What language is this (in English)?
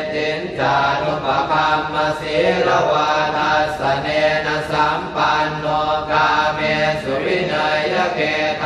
Pali